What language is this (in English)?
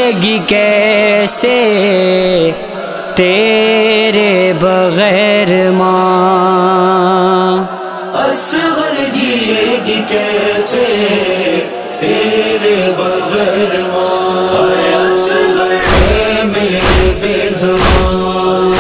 Urdu